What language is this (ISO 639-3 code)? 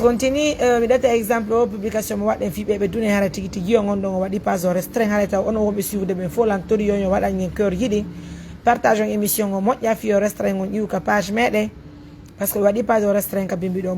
ful